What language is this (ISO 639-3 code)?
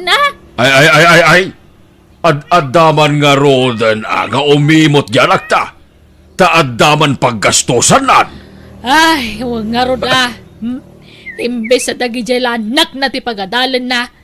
ilo